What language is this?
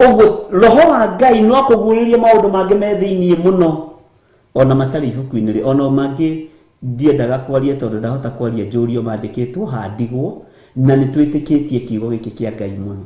Kikuyu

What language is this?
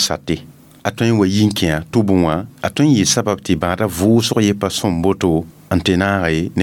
Mossi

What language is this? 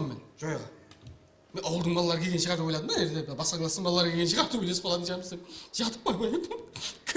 Kara-Kalpak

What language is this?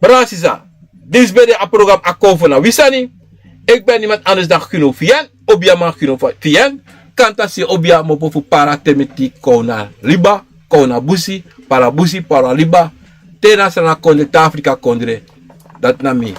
Sranan Tongo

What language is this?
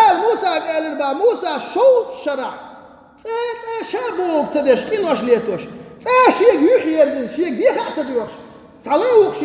Chechen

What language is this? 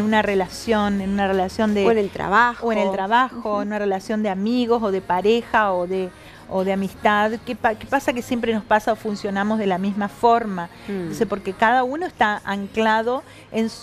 Spanish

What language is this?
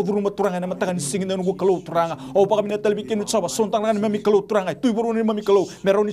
Fijian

